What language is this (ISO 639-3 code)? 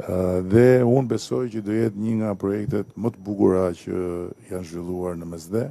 sqi